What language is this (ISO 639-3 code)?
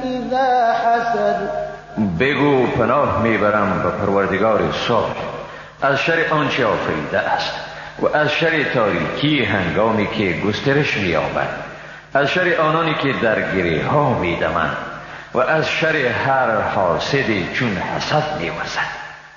fas